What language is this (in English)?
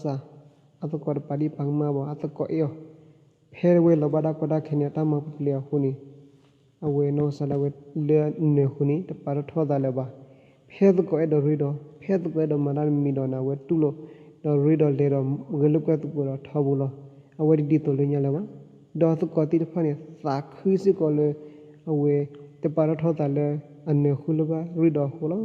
S'gaw Karen